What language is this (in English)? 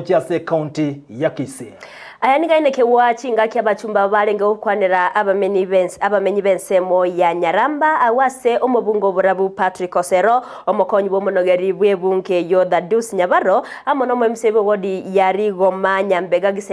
Gusii